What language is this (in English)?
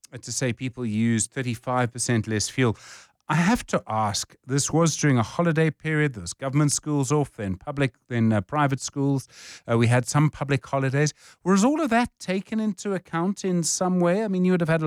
English